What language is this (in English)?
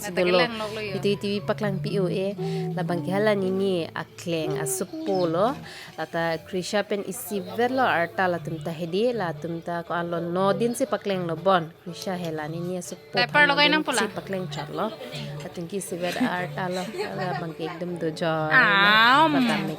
Karbi